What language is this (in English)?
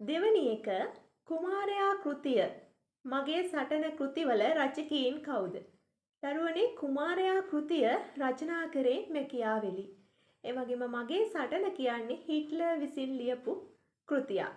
Sinhala